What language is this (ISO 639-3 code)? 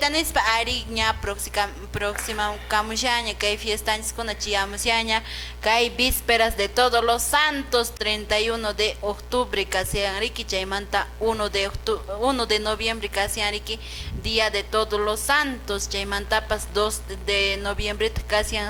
que